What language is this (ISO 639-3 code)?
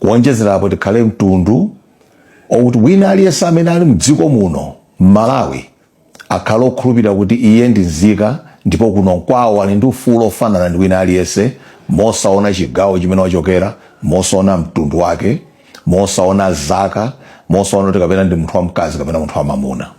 nya